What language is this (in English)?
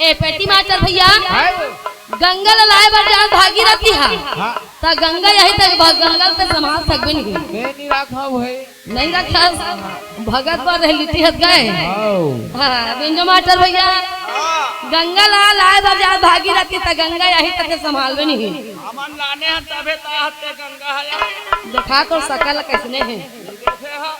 Chhattisgarhi